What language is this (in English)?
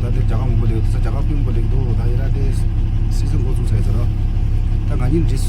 Tibetan